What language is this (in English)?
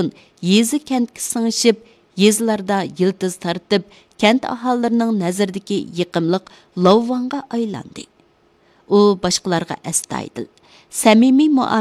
Uyghur